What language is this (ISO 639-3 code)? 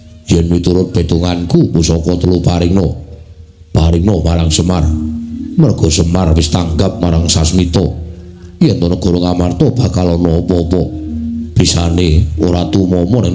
jav